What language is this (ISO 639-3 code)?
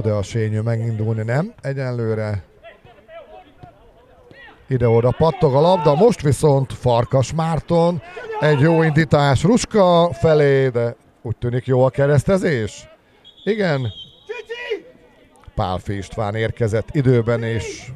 hun